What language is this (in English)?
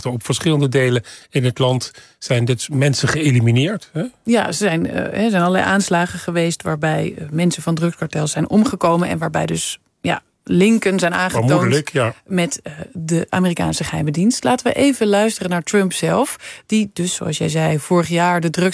Dutch